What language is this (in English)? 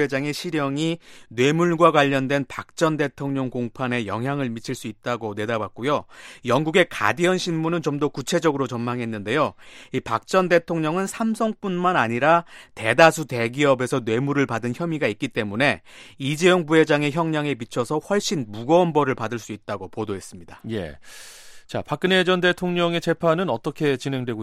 Korean